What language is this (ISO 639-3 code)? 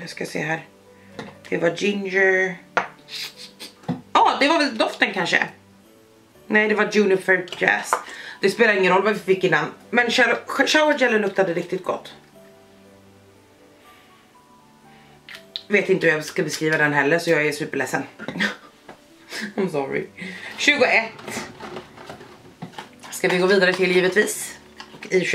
swe